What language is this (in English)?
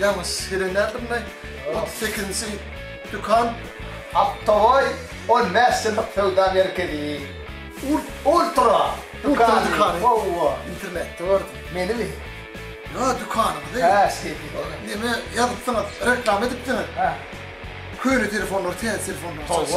Turkmen